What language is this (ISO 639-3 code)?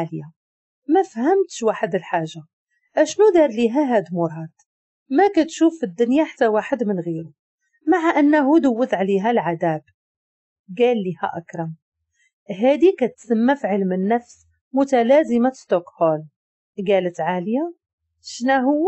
ary